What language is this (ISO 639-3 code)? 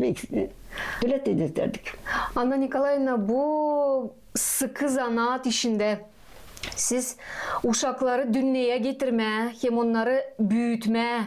gag